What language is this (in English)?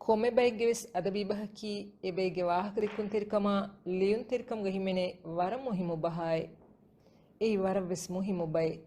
Divehi